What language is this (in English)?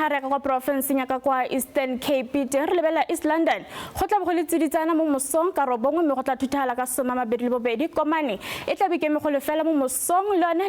Tswana